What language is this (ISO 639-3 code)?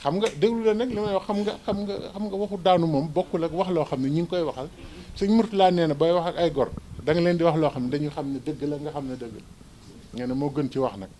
wol